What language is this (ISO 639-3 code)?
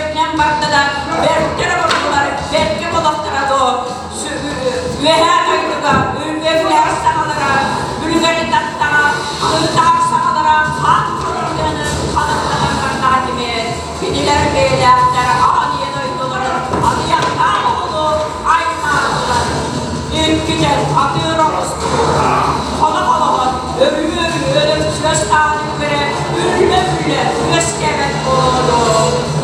sah